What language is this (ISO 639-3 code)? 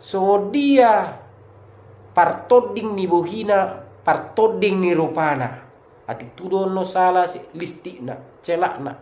bbc